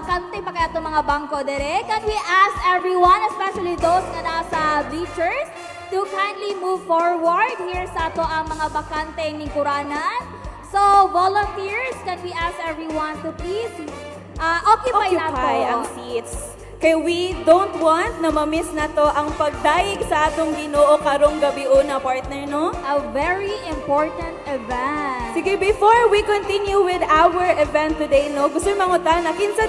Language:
Cebuano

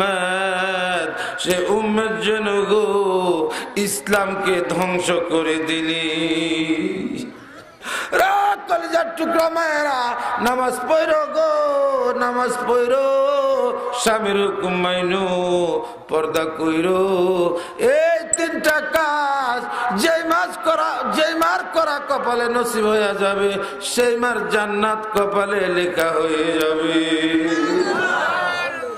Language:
Bangla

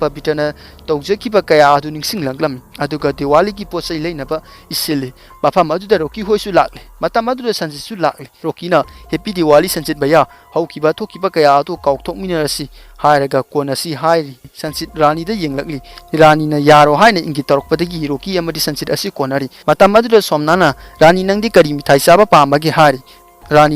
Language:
Manipuri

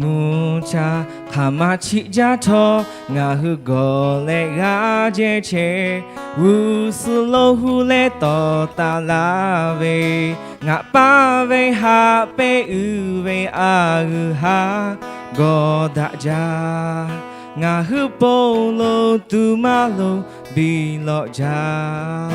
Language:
Lahu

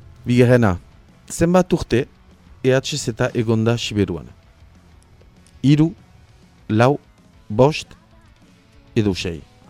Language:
Basque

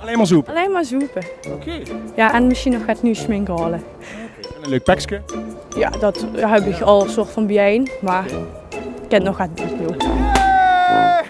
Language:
Limburgish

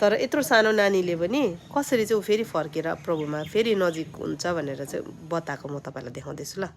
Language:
Nepali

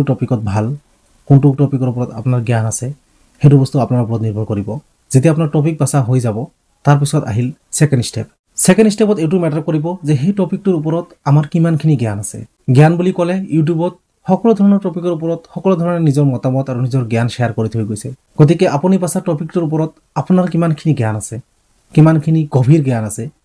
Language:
Assamese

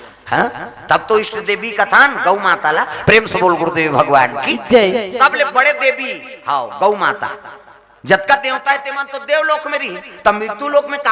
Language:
Chhattisgarhi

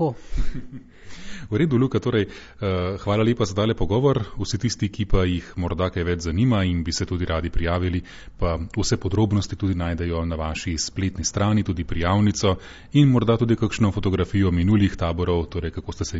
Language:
Slovenian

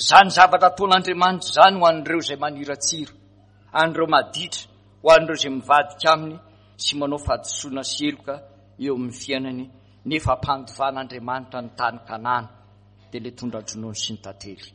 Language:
Malagasy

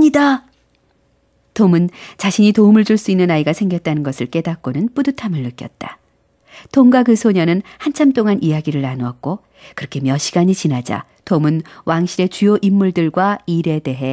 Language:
Korean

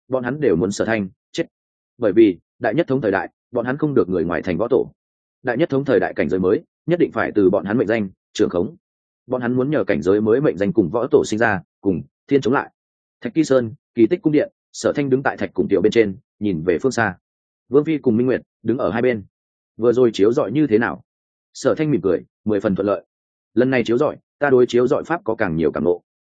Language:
Vietnamese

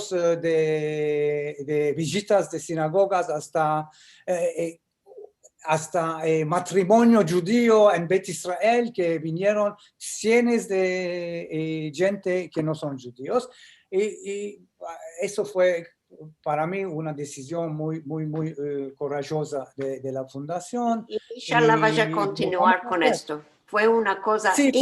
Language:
Ladino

